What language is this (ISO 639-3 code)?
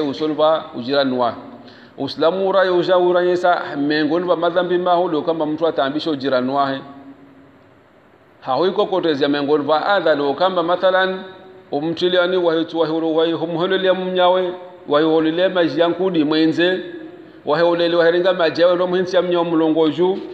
swa